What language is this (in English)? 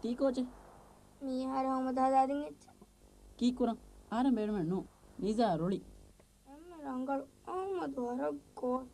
Divehi